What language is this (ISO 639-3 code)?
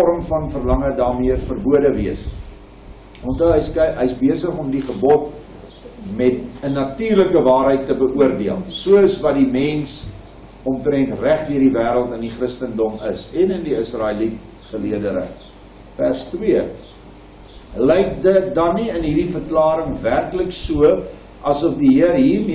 afr